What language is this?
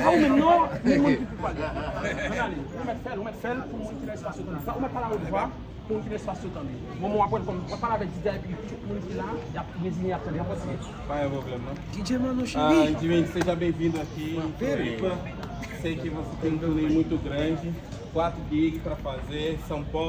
Haitian Creole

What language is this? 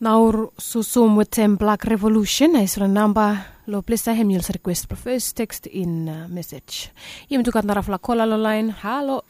Bislama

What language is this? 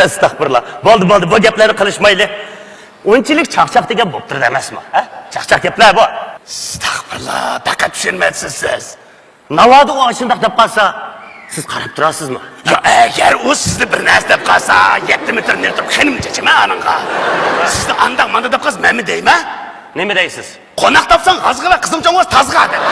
Uyghur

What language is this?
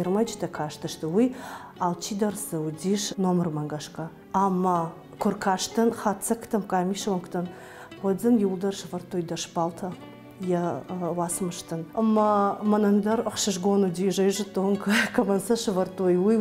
Ossetic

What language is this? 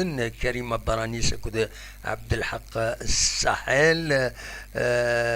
Kabyle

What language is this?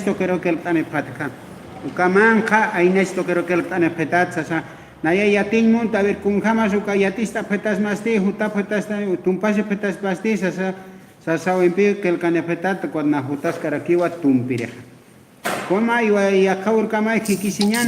Aymara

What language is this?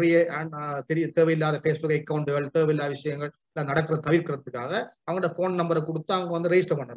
Tamil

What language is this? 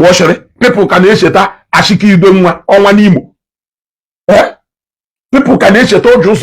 Igbo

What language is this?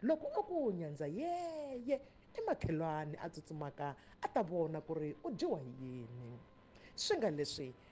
Tsonga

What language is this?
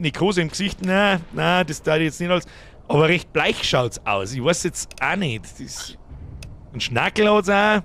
Bavarian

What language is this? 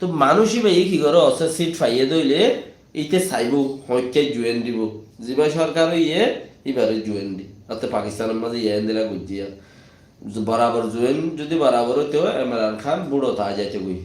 Rohingya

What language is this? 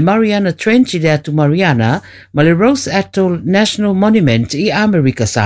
Samoan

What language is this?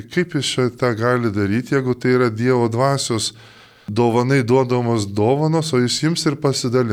Lithuanian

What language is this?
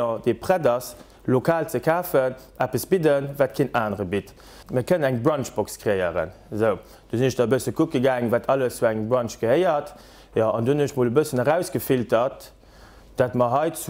Luxembourgish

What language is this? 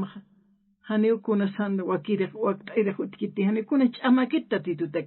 Aymara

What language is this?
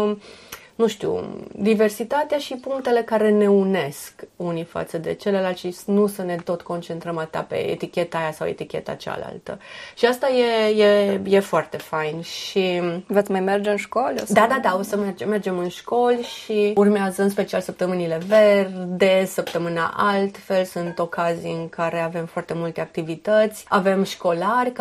Romanian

